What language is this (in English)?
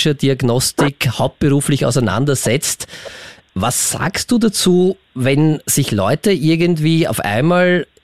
German